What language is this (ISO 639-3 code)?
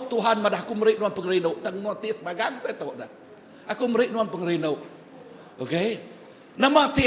iba